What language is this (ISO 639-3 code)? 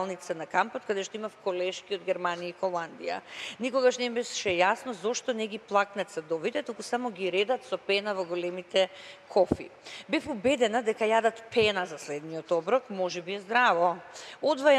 mkd